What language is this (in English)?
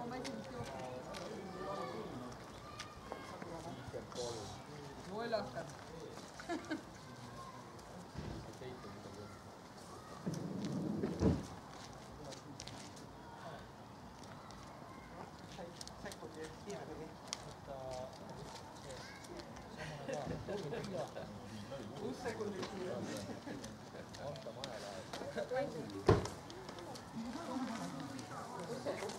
Estonian